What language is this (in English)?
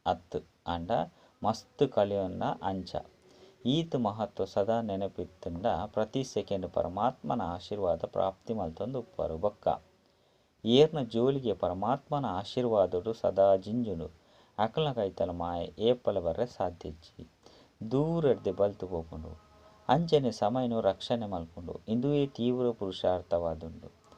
Tulu